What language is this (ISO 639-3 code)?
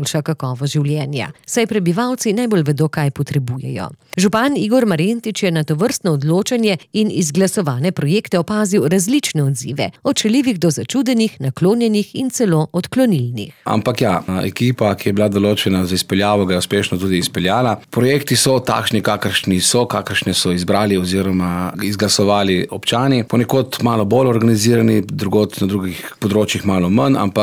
slv